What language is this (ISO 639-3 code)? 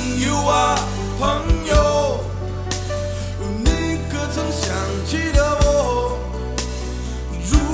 zho